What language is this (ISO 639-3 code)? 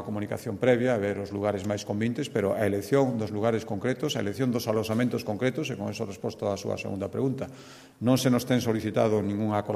glg